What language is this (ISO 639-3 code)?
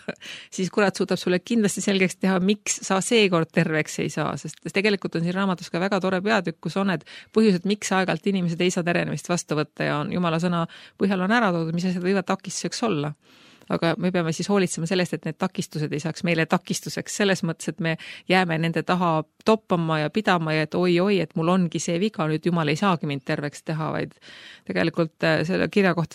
est